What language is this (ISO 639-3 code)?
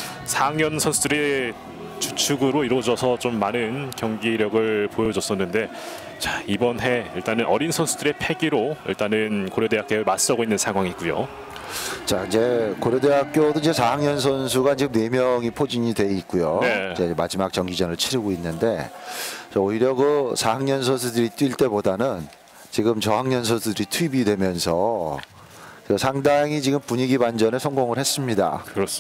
kor